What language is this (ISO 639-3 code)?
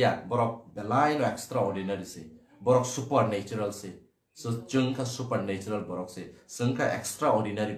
trp